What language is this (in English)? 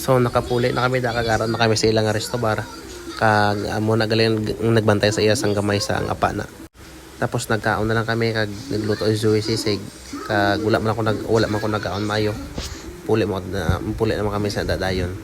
Hiligaynon